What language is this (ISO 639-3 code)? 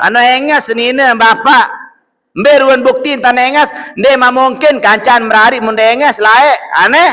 sas